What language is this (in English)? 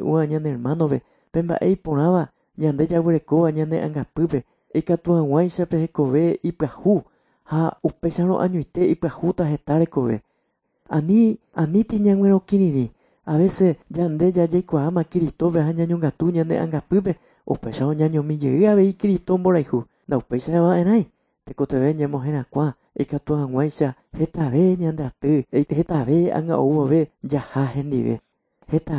Guarani